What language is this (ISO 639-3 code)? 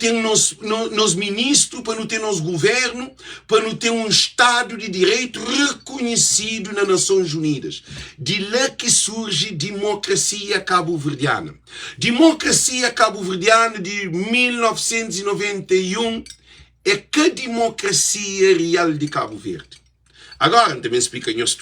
kea